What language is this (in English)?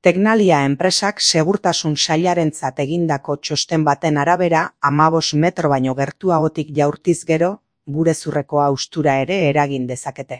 Basque